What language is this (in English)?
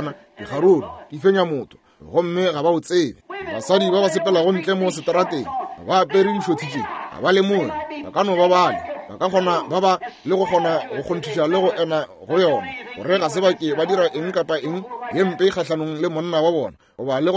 Northern Sotho